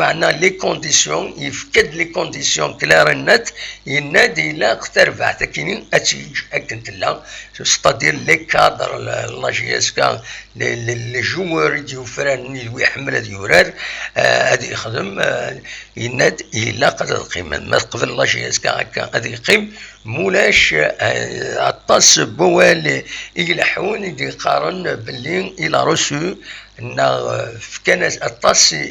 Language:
Kabyle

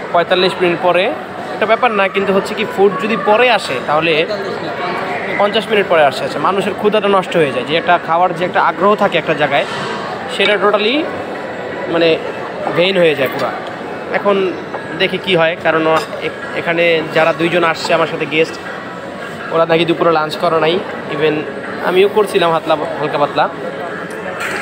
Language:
Bangla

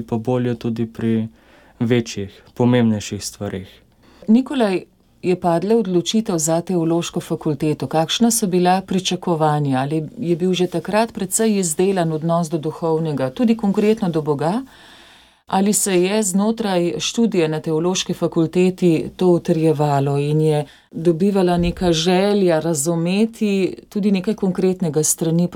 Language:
Slovenian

